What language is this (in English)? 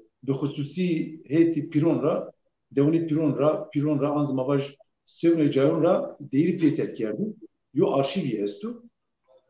Zaza